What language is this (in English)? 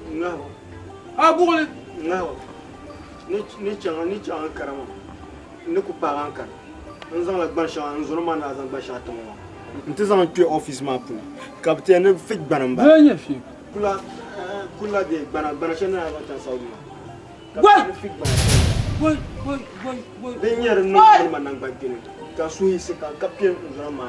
Dagbani